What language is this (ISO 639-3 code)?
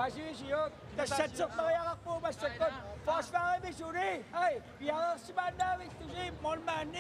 kal